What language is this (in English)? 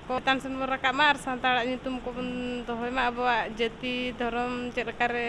Santali